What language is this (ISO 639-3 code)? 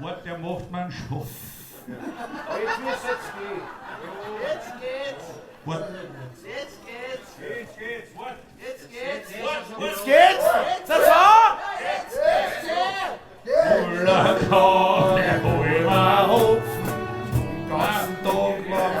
bar